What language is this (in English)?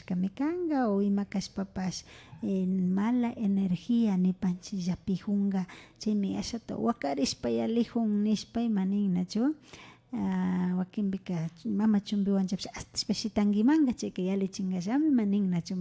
Imbabura Highland Quichua